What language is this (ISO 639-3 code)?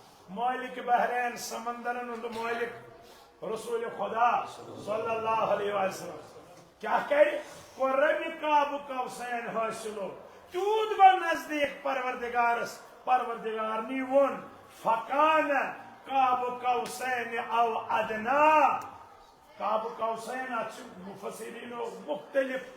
kas